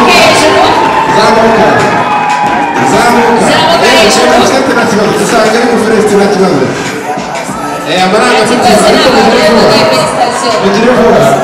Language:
Kinyarwanda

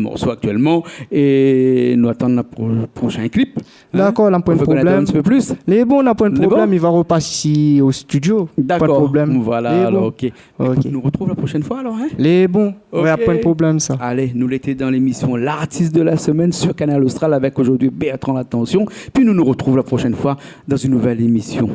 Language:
Réunion Creole French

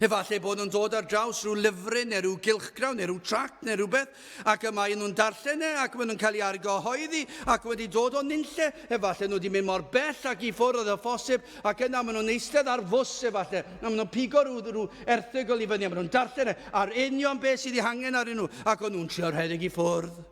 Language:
Welsh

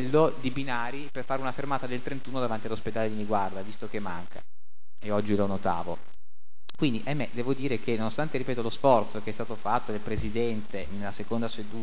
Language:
Italian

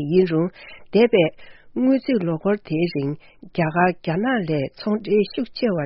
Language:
Tibetan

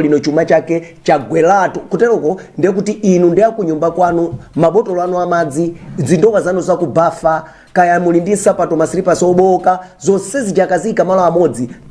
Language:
Nyanja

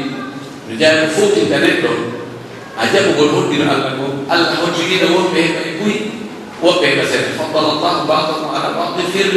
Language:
Pular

